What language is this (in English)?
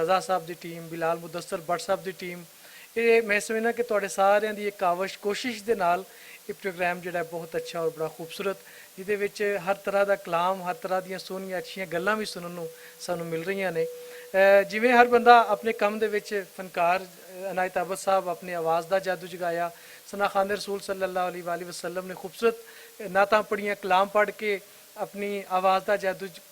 Western Panjabi